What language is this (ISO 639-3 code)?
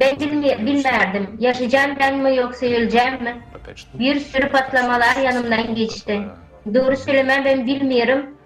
gag